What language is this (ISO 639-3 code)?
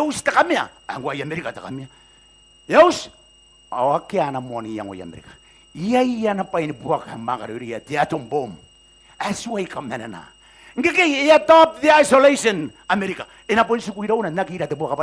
gil